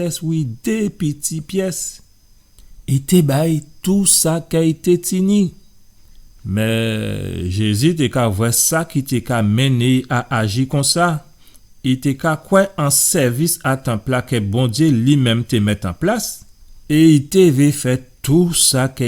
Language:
Guadeloupean Creole French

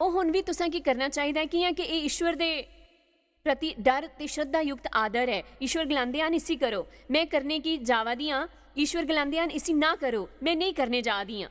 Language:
Dogri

